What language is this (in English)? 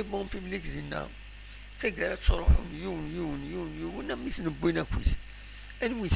Kabyle